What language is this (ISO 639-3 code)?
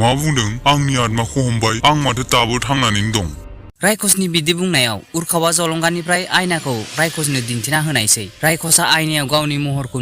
brx